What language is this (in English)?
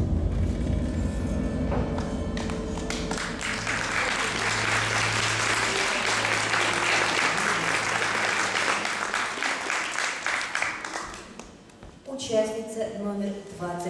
Russian